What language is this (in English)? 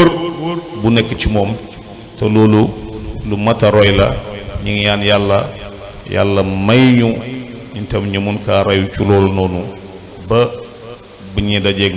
Wolof